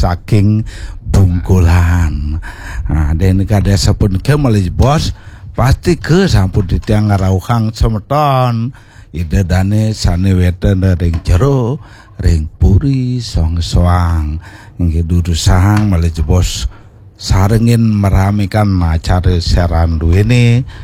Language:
Balinese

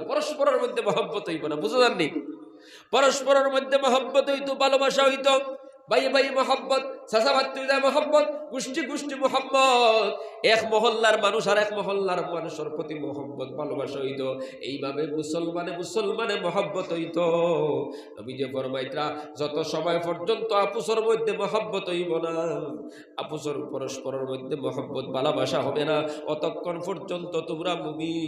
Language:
Sylheti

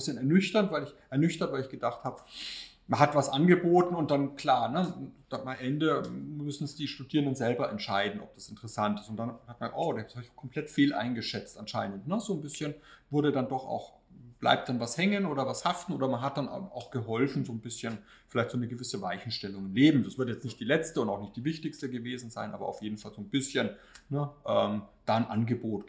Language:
German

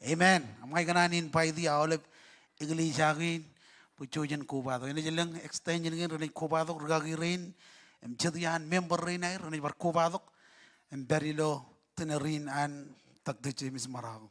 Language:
Marshallese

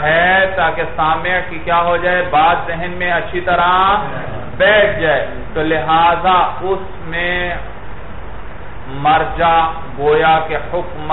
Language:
Urdu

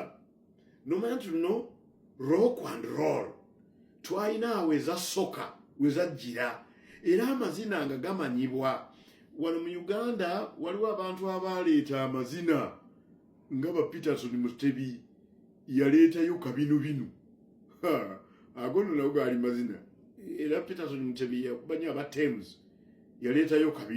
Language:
Ganda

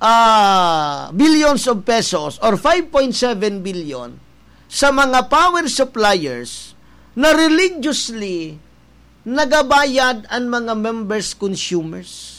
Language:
Bikol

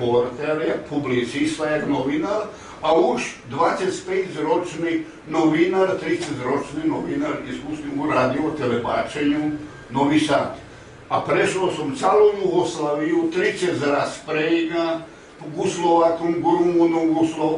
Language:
Rusyn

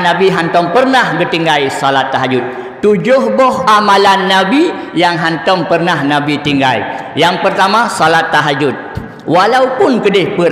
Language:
Achinese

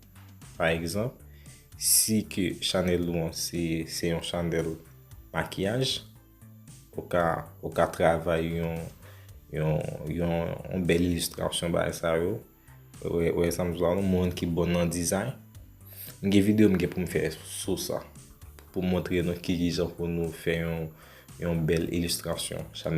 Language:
Haitian Creole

